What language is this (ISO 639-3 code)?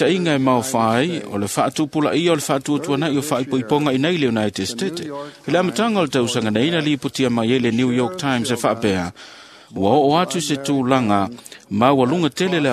smo